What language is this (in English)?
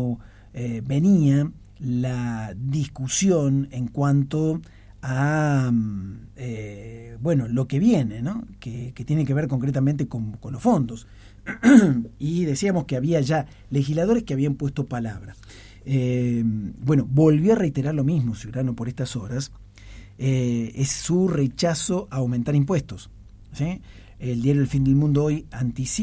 Spanish